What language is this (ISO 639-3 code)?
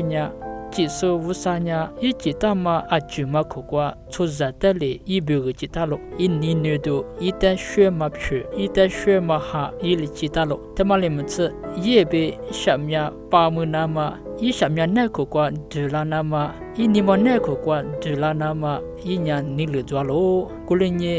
lis